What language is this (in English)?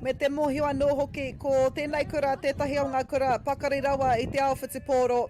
Māori